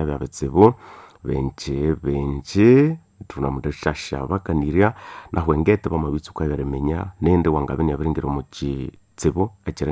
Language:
Nande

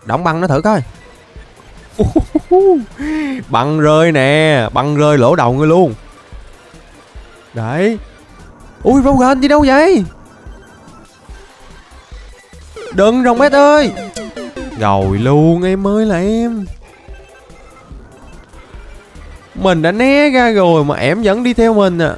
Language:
Vietnamese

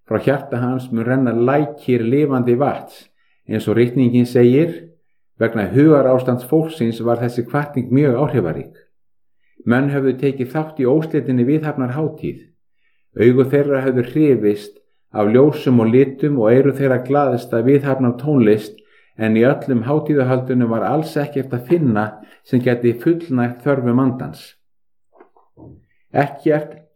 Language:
Icelandic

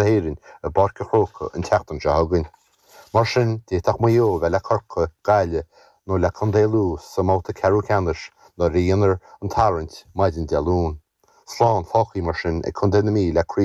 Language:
Irish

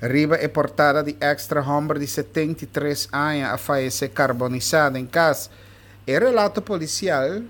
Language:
Papiamento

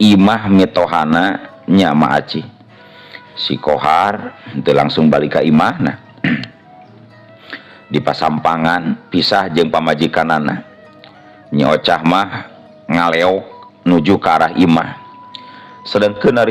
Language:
Sundanese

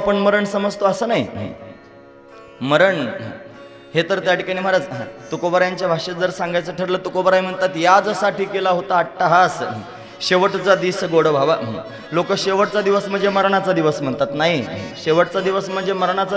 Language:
Marathi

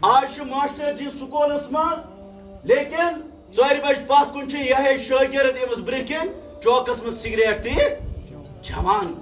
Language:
Kashmiri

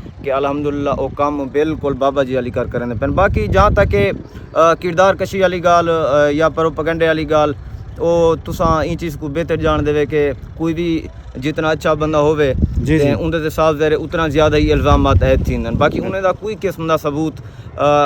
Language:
Saraiki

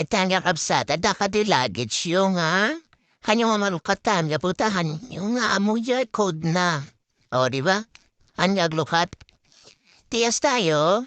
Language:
Iloko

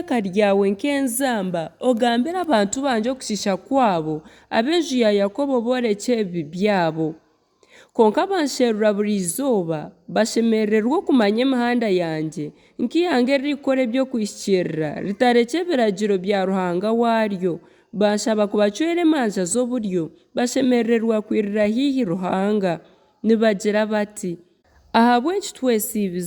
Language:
Nyankole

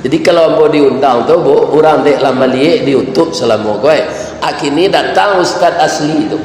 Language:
Minangkabau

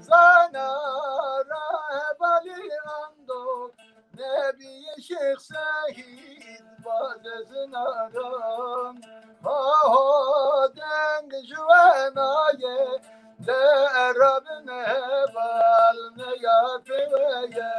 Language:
Kurdish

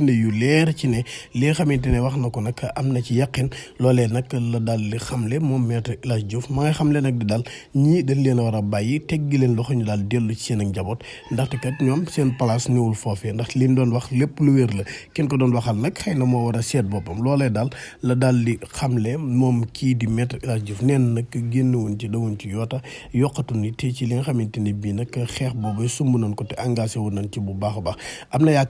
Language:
Wolof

